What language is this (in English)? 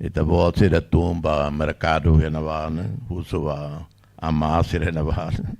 Tetum